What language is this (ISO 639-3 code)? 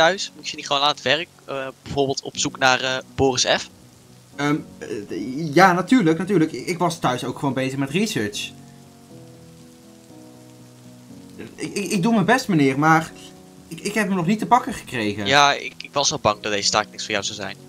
nld